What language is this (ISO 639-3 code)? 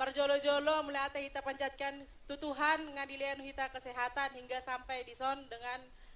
bbc